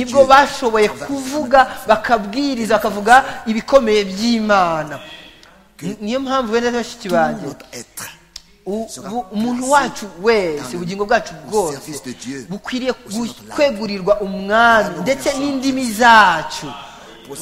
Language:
Kinyarwanda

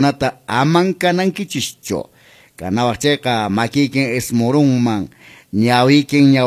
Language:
Quechua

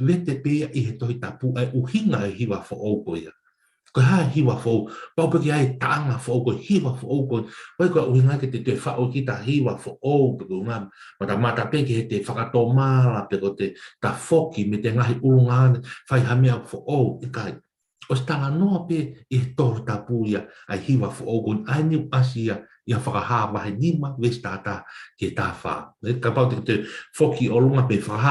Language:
Tongan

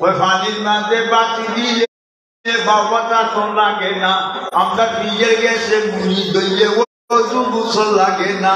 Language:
Sylheti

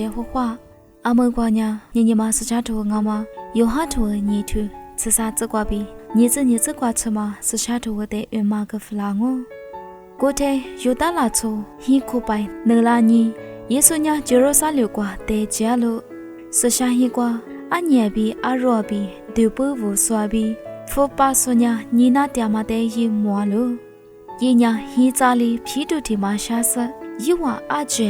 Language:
Lisu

